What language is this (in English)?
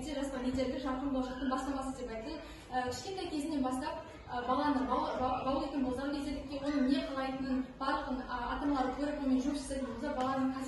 Kazakh